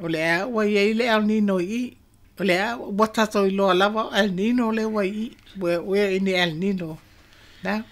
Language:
Samoan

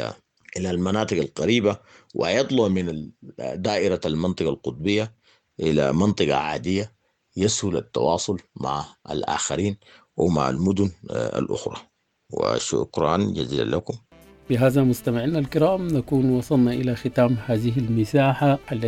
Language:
Sudanese Arabic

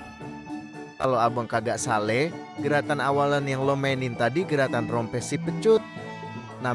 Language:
Betawi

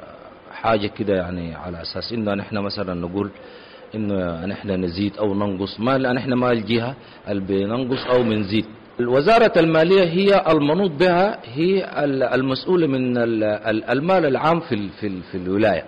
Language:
Sudanese Arabic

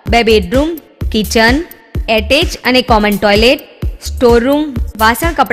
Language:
Gujarati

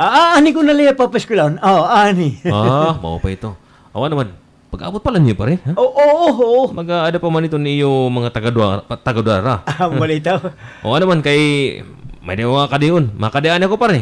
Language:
Waray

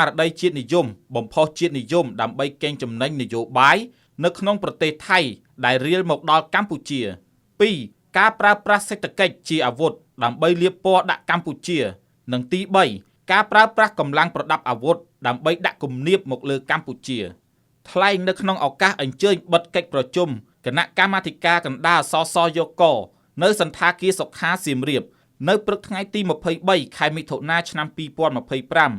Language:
Khmer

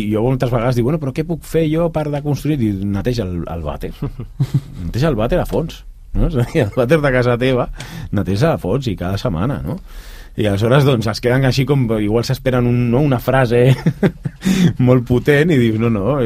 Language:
Catalan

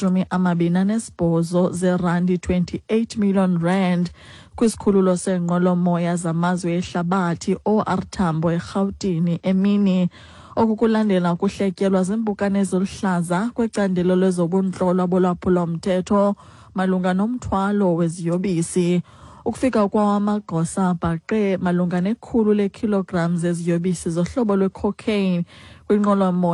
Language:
Xhosa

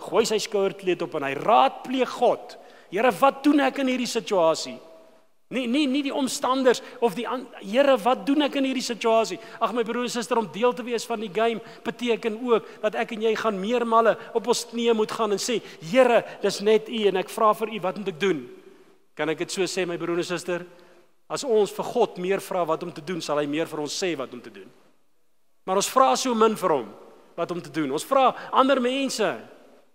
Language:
Afrikaans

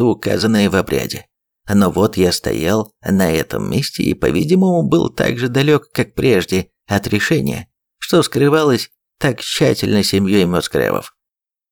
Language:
Russian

